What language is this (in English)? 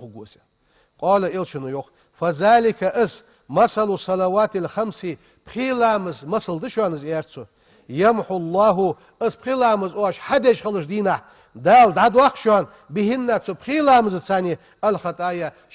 Ingush